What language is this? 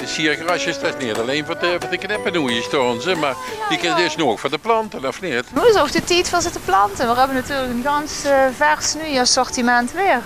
Limburgish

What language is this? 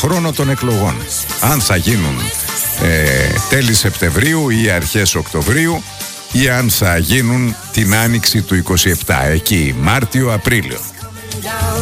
Greek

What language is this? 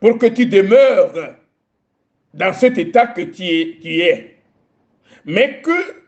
Ewe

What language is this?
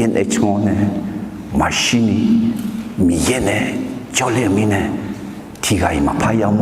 Akha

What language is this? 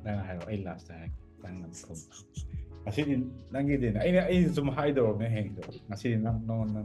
Manipuri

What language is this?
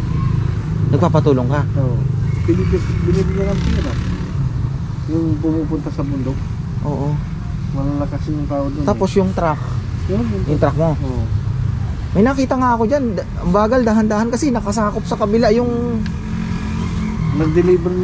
Filipino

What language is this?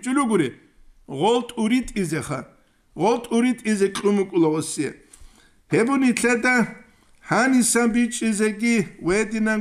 Avaric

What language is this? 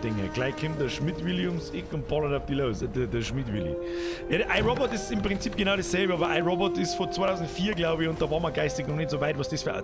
Bavarian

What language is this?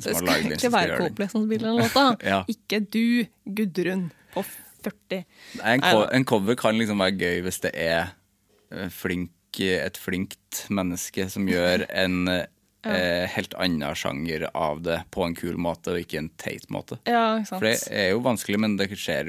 Norwegian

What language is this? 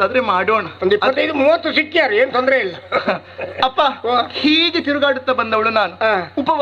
Kannada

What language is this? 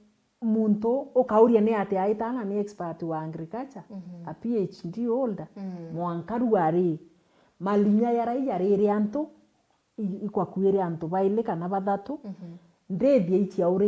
Meru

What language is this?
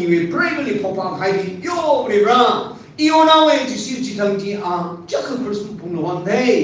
Tangkhul Naga (India)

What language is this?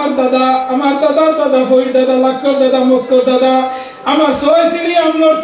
Sylheti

